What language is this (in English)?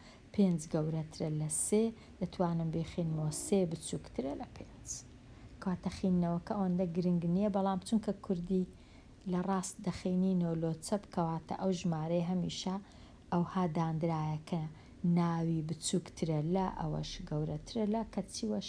Central Kurdish